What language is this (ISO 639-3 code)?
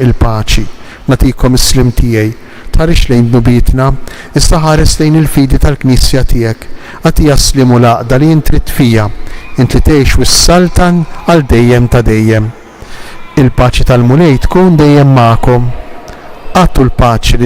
mlt